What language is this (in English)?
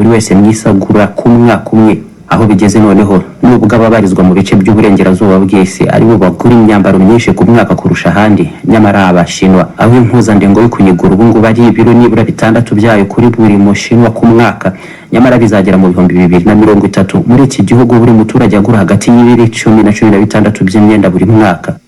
Kinyarwanda